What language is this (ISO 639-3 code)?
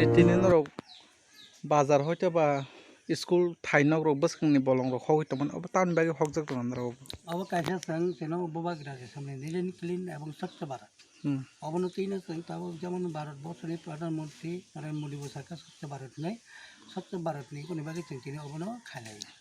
trp